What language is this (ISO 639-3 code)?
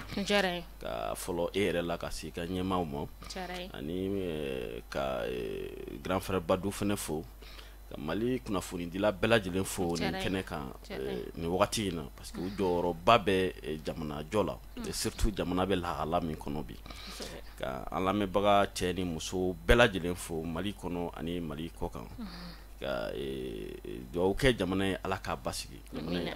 bam